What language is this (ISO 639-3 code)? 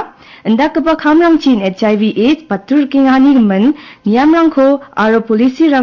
grt